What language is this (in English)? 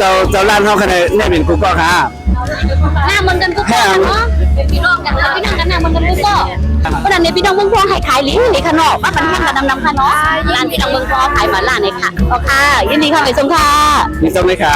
Shan